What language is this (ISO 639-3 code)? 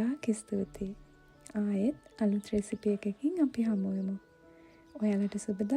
sin